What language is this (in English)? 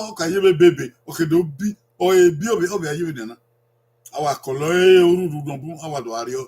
Bini